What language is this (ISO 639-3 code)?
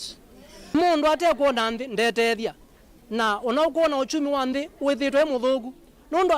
kam